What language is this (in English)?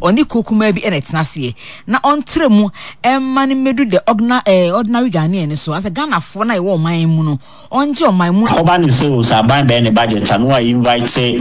Akan